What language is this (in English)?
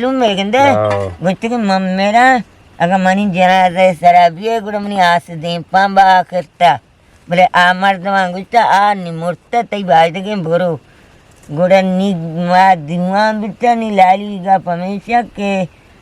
Eastern Balochi